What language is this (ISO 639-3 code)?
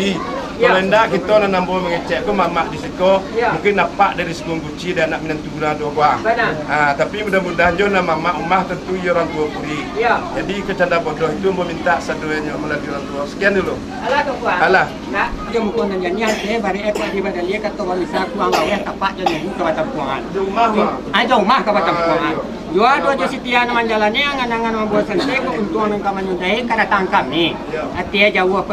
min